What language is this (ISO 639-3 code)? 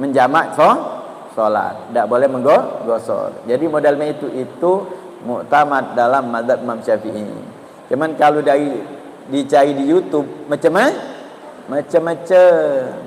mui